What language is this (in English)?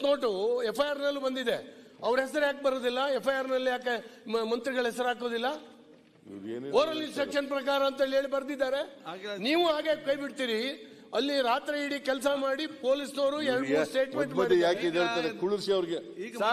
Kannada